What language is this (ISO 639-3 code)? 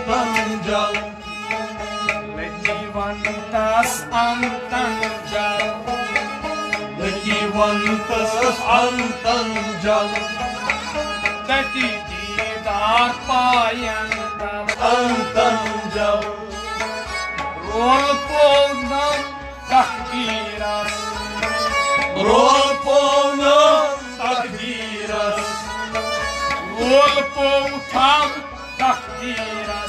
kas